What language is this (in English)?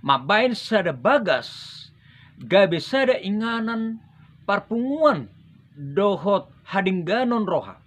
Batak Toba